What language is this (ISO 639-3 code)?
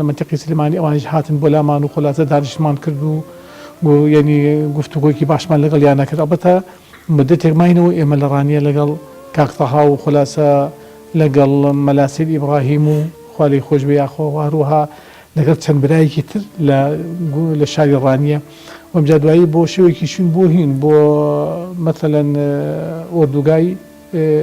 ckb